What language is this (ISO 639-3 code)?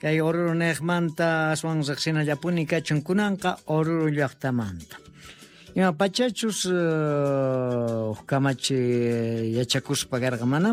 quh